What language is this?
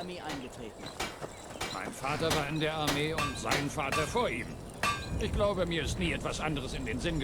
Bavarian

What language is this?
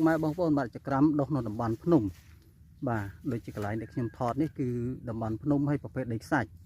Khmer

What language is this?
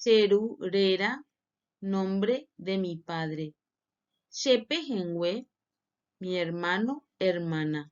Guarani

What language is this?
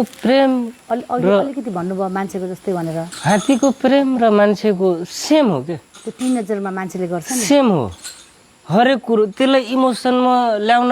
Nepali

